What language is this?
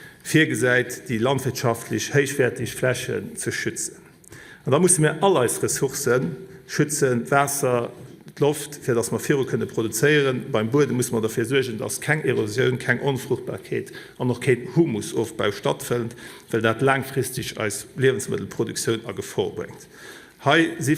Luxembourgish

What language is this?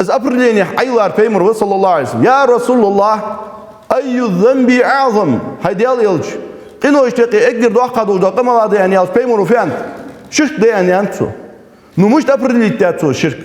Ingush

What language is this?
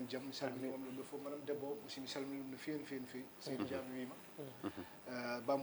Fula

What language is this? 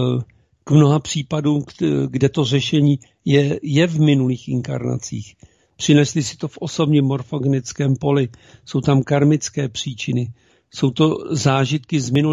Czech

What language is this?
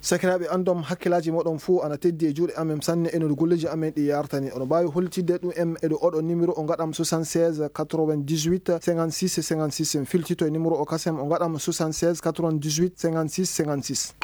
Maasina Fulfulde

